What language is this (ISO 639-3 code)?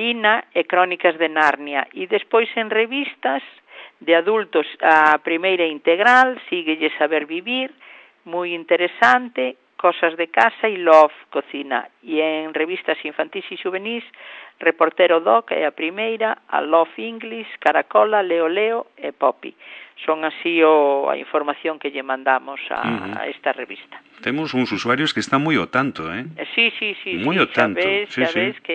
glg